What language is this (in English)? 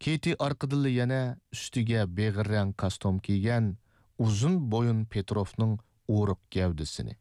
Uyghur